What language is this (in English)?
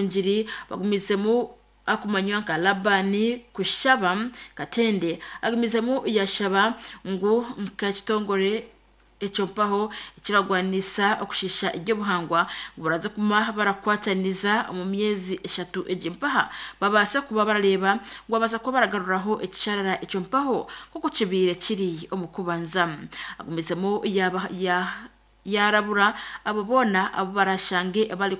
Nyankole